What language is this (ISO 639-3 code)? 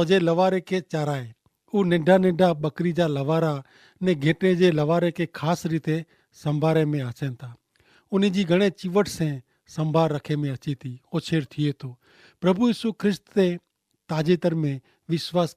kfr